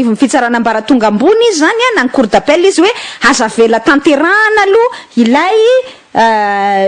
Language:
Malagasy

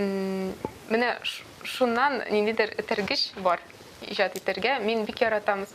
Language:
Tatar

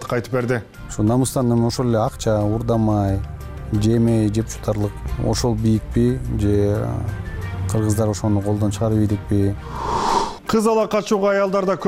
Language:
Kyrgyz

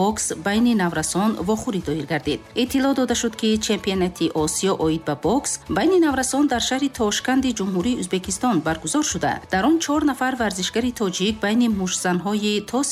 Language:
Tajik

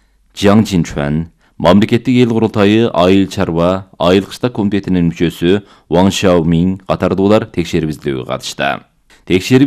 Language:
Kyrgyz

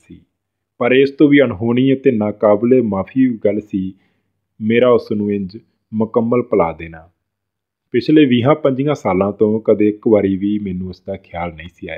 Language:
Punjabi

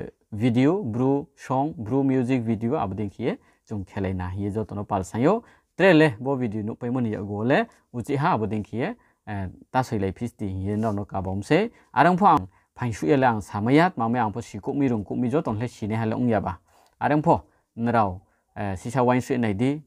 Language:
Riang (India)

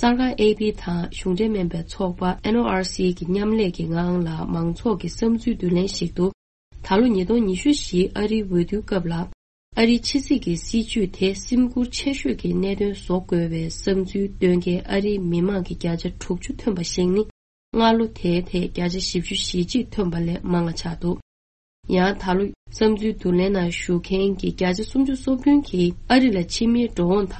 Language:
Tibetan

